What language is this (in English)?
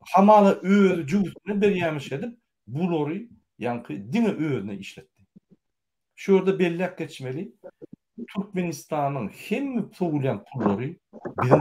Turkmen